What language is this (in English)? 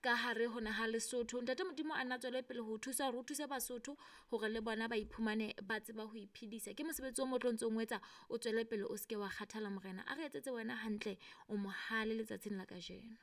Southern Sotho